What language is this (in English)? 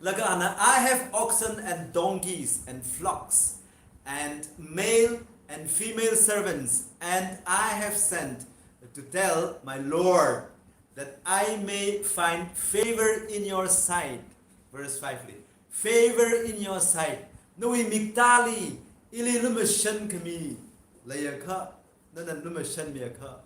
Tangkhul Naga (India)